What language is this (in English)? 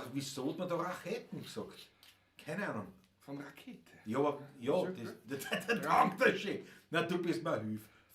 Bavarian